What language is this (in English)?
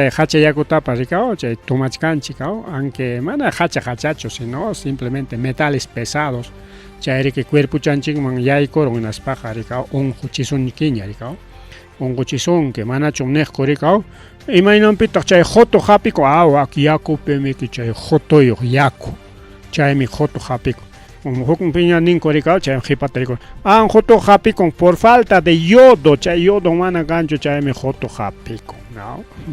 Ayacucho Quechua